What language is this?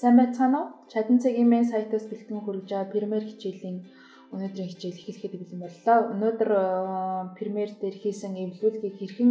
Mongolian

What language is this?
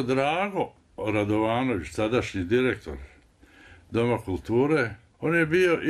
Bosnian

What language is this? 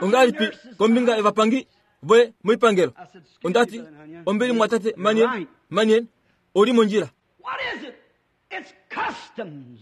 Kuanyama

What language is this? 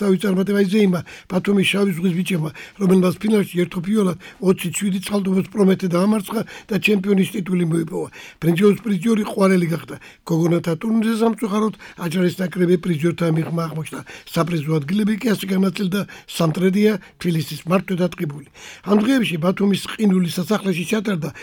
Georgian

